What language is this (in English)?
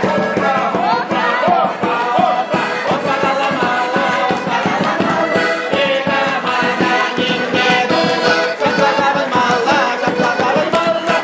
Chuvash